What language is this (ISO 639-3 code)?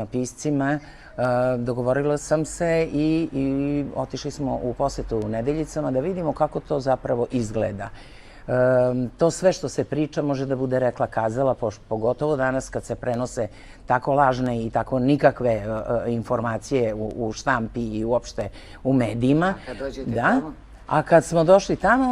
srp